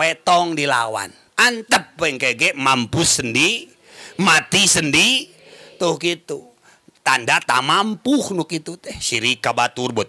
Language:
Sundanese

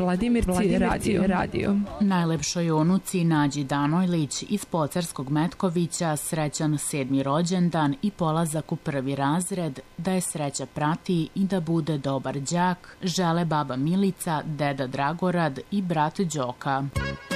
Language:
Serbian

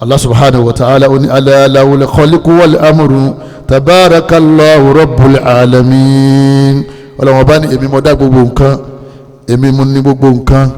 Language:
Yoruba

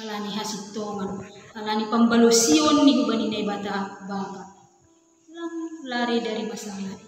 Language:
Batak Simalungun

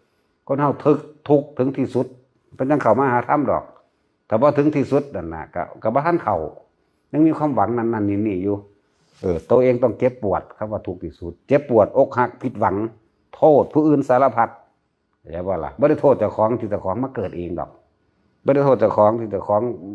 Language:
Northeastern Thai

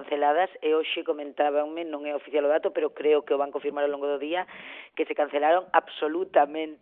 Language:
Galician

